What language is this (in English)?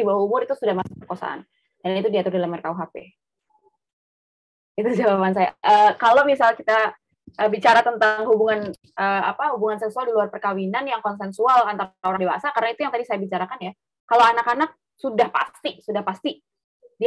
Indonesian